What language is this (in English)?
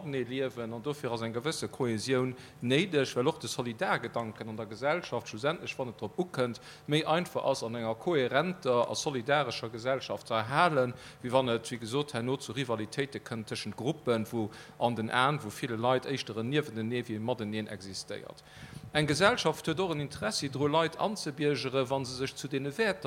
Luxembourgish